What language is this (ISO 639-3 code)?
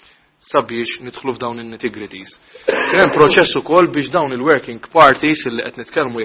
mlt